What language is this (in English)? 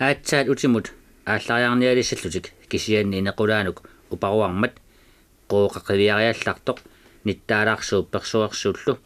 Kalaallisut